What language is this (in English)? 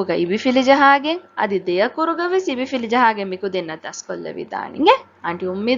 Divehi